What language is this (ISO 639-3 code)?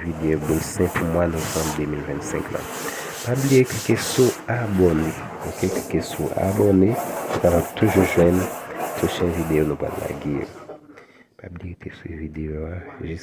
hat